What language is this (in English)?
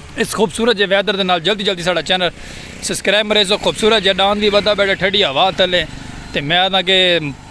Saraiki